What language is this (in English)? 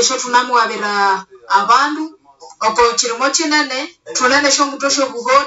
Nande